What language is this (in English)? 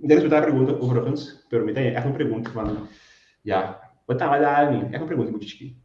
Papiamento